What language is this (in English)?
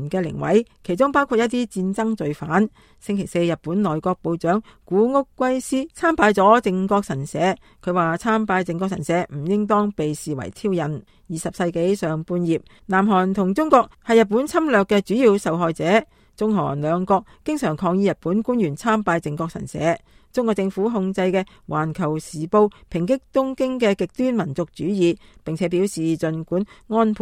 Cantonese